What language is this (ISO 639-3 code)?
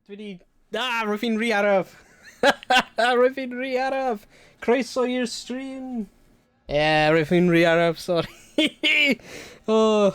cym